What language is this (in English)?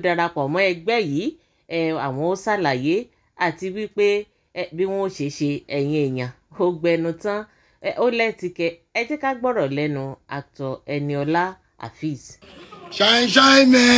Yoruba